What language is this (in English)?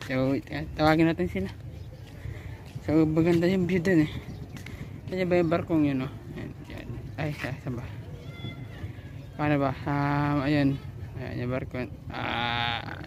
Filipino